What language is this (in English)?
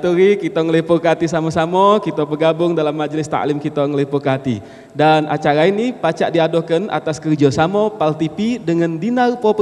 Musi